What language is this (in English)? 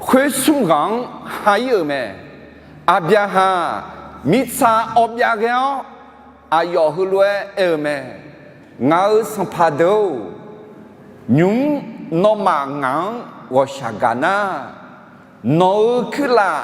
Akha